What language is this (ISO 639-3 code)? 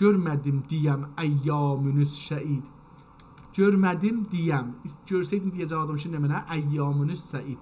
azb